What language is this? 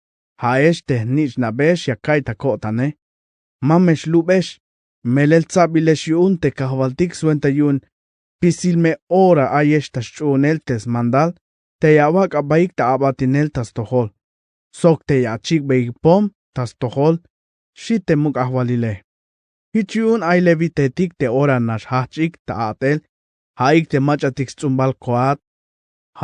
Tzeltal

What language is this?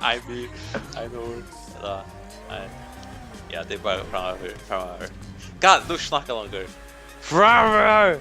Faroese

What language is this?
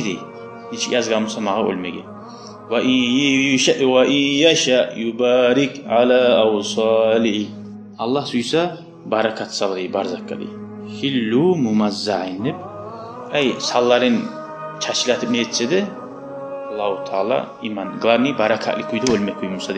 Kumyk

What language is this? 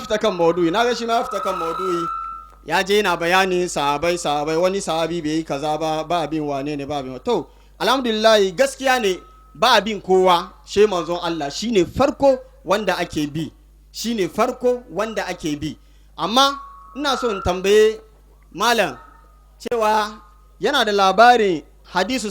Hausa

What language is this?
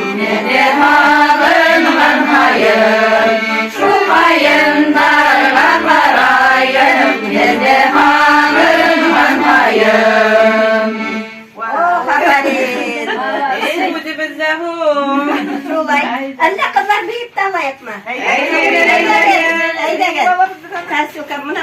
Bashkir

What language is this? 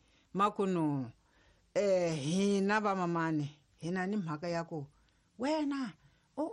Tsonga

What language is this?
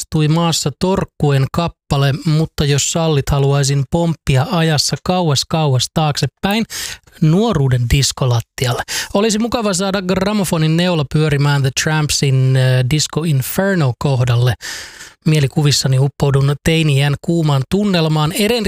Finnish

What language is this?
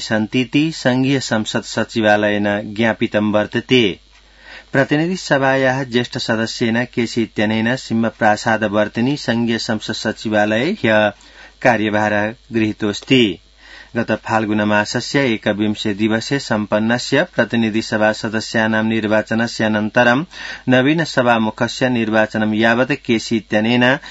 Sanskrit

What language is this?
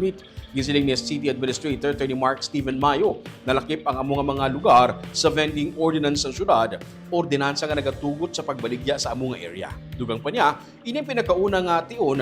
Hiligaynon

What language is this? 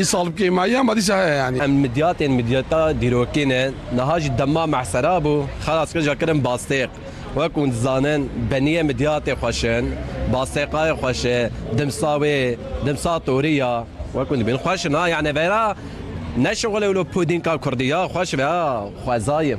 Kurdish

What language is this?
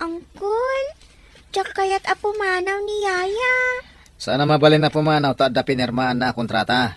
Iloko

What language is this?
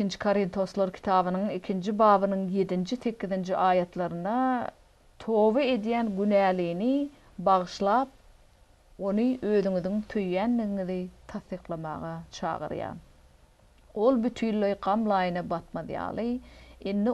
Turkmen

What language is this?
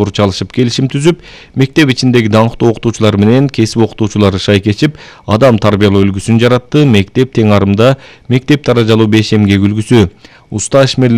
Kyrgyz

